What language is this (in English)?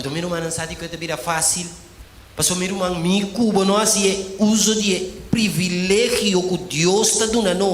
Papiamento